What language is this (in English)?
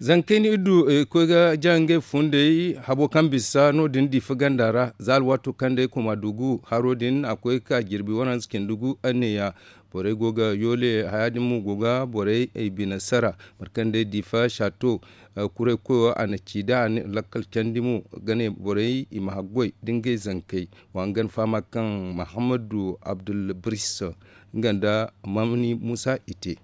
Zarma